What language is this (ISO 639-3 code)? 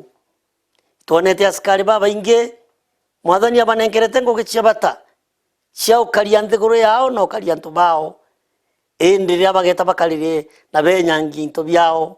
mer